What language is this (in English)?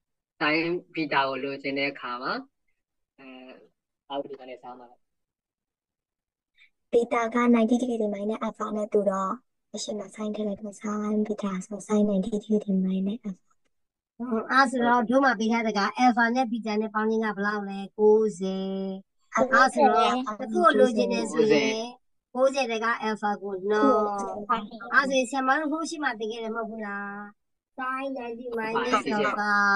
Burmese